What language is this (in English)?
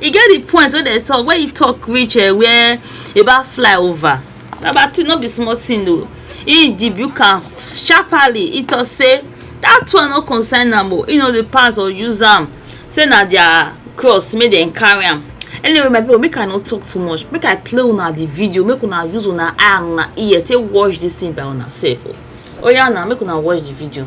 Nigerian Pidgin